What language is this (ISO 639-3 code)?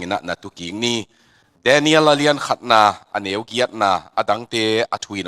ctd